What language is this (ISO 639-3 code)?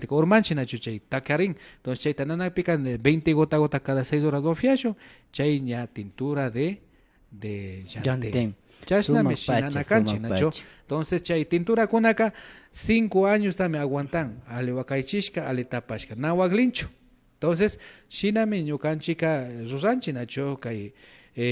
qvi